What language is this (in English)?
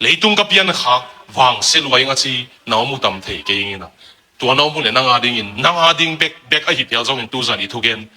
Tedim Chin